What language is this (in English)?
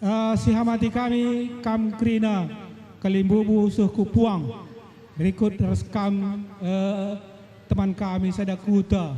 Batak Karo